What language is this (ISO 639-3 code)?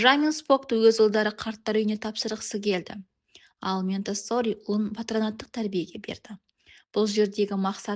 kaz